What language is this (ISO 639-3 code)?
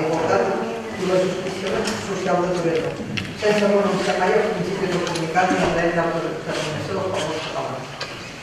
cat